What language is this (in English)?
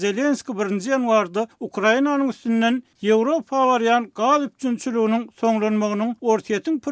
Turkmen